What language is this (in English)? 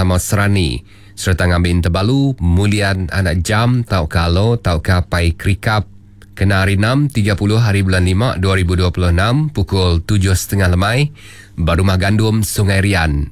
Iban